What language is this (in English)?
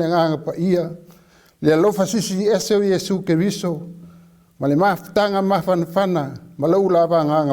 Samoan